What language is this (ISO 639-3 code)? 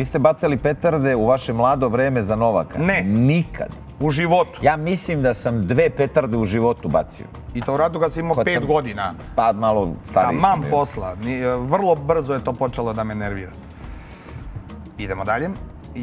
srp